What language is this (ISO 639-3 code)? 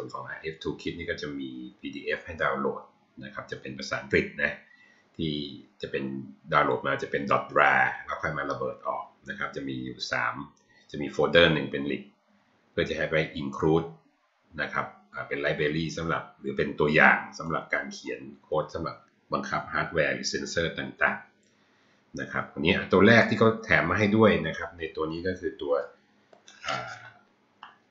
tha